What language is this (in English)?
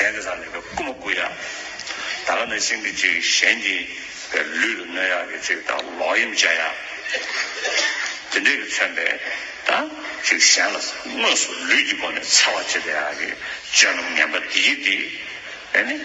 Tibetan